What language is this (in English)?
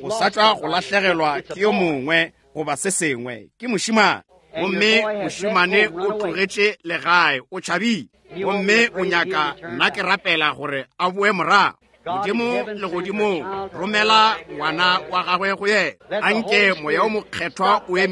Northern Sotho